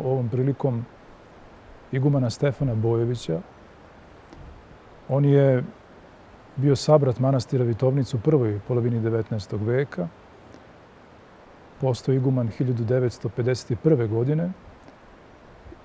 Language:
Serbian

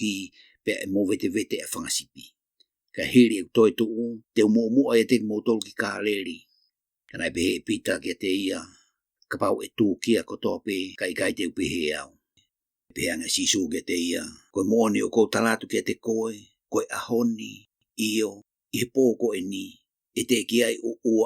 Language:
Tongan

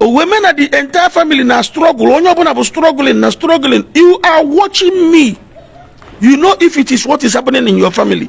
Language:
Igbo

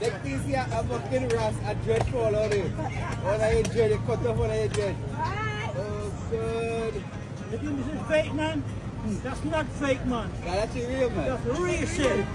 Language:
Jamaican Creole English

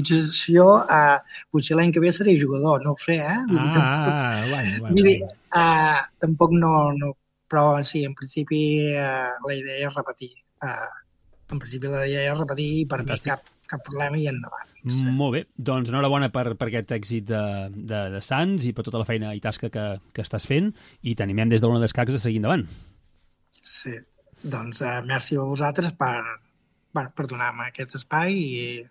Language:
Catalan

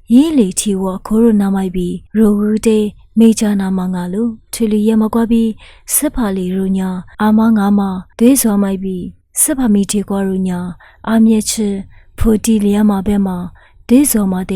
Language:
Lisu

